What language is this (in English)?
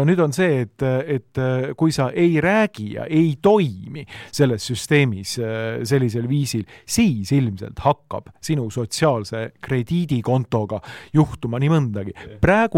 Estonian